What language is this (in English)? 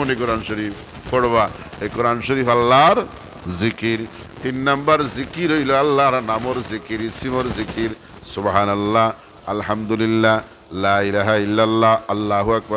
Sylheti